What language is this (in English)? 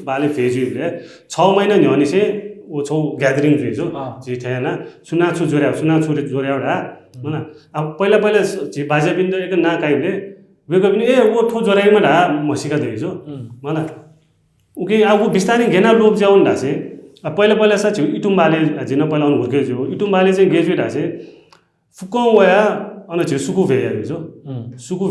Newari